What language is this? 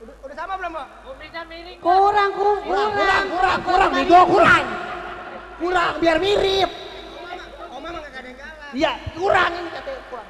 Betawi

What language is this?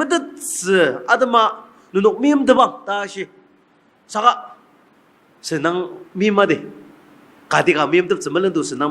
Ao Naga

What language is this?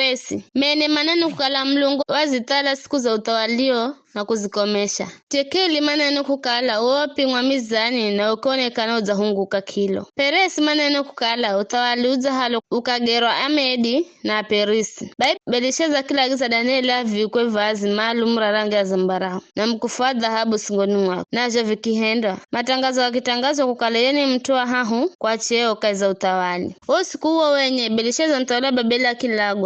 Giryama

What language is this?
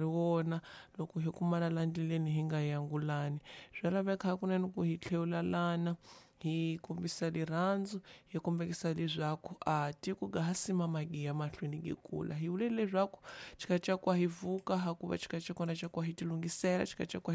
Tsonga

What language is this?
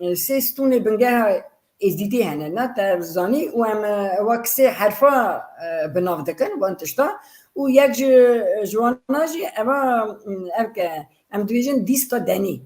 Kurdish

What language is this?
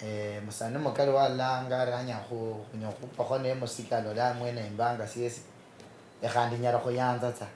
Luyia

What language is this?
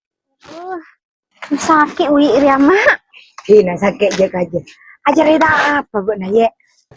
Madurese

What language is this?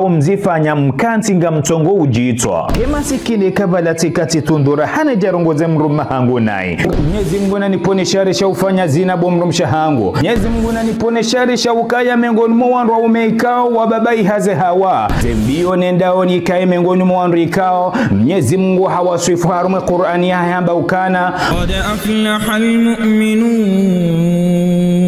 Ngazidja Comorian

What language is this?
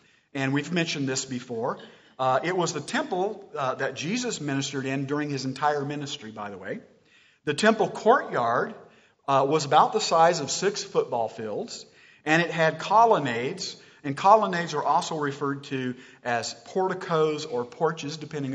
English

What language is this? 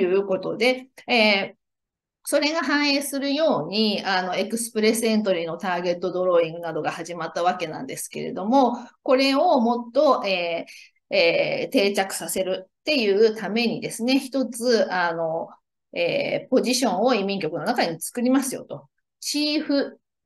Japanese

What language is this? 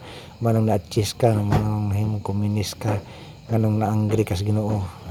Cebuano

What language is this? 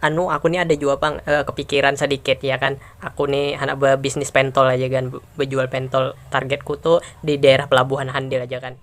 Banjar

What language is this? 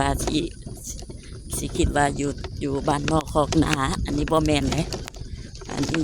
Lao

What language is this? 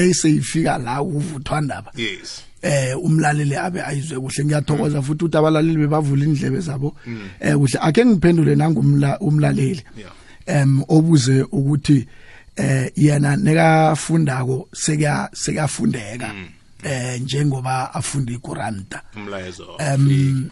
South Ndebele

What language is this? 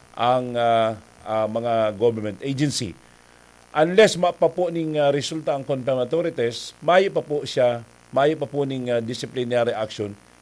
Bikol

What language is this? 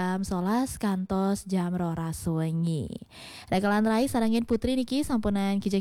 Balinese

